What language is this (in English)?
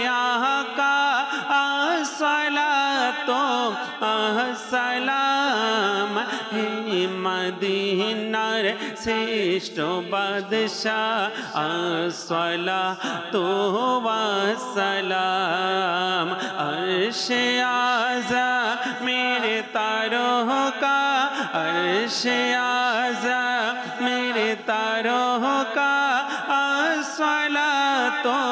Bangla